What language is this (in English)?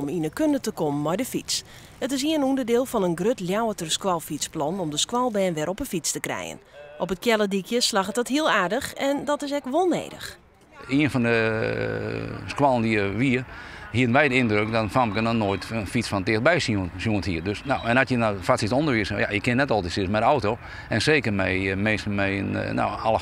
Western Frisian